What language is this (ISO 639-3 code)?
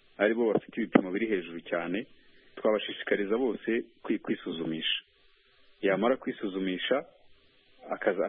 kin